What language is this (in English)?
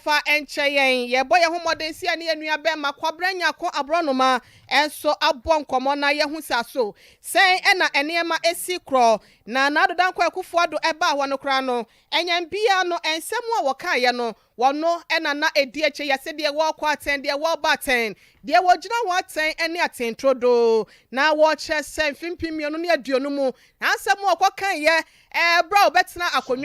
Akan